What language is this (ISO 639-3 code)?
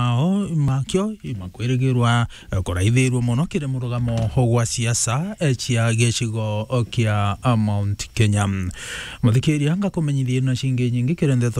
mer